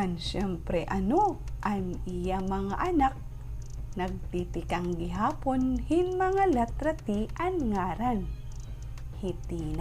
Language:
Waray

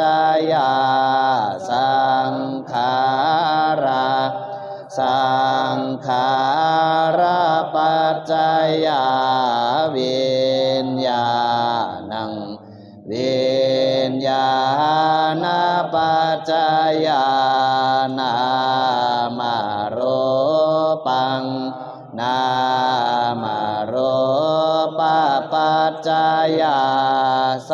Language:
Pali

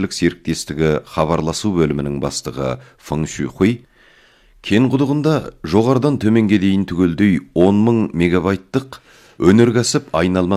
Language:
Kazakh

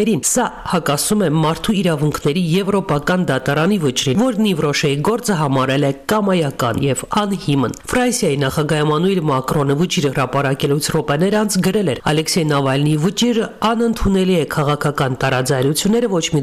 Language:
Armenian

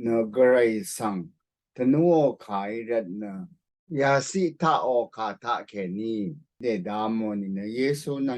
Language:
Rawang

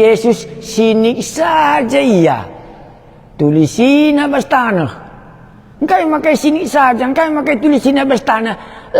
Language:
Batak Karo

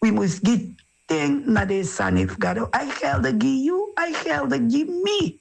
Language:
Sranan Tongo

